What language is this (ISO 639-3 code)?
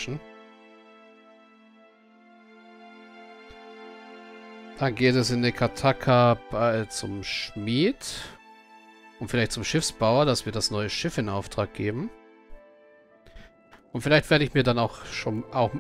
deu